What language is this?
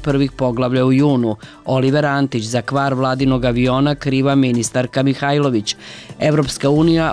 Serbian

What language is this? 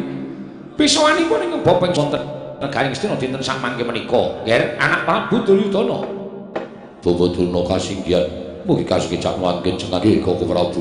Javanese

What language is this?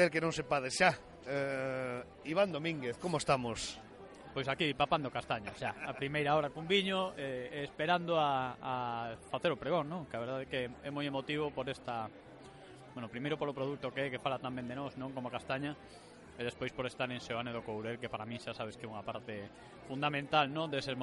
Galician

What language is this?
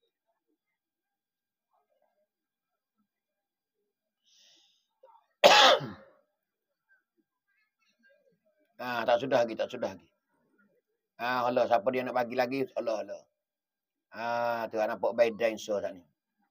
Pattani Malay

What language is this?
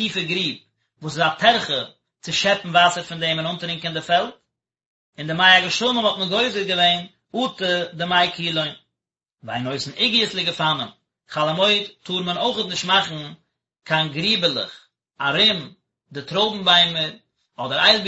Yiddish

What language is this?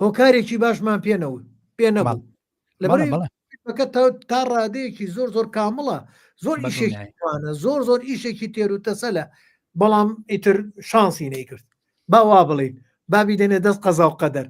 Central Kurdish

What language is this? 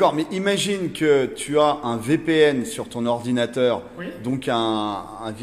French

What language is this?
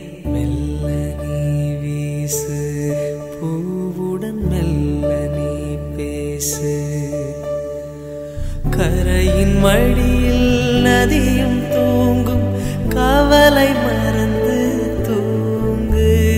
Tamil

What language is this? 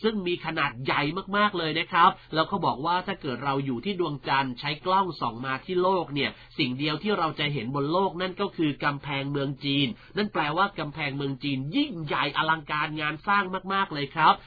Thai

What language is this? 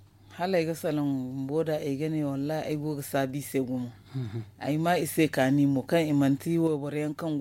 Zarma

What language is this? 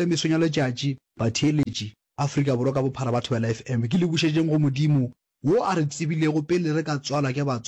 Northern Sotho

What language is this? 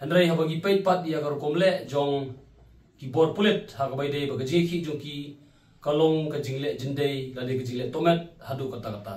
Khasi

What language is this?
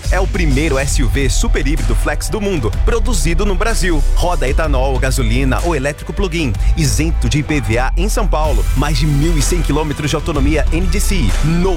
Portuguese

